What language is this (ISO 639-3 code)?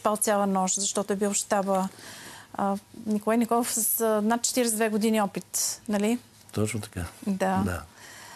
bul